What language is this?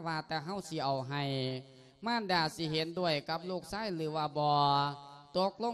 Lao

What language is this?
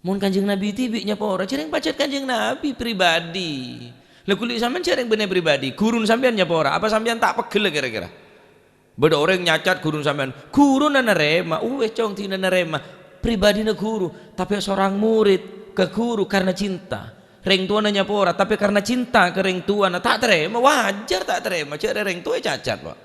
Madurese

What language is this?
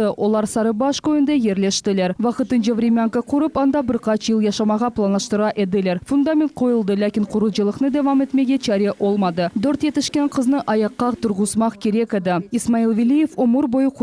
Crimean Tatar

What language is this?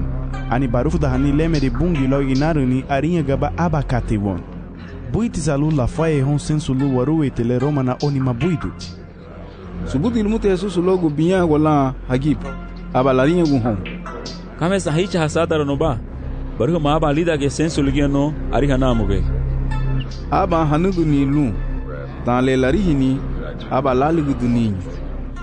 Garifuna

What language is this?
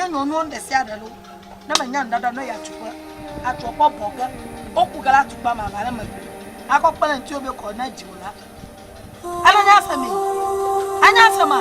Ewe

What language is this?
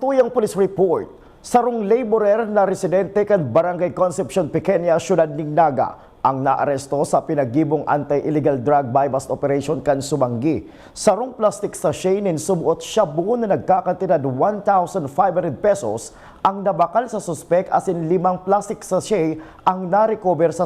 Bikol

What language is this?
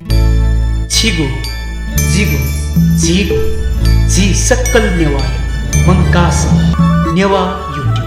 Newari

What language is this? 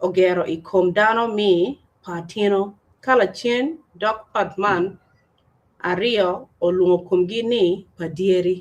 Acoli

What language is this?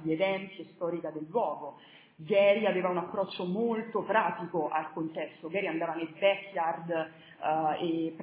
Italian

